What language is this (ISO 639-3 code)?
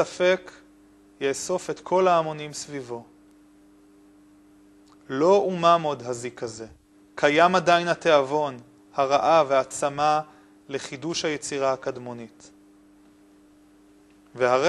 heb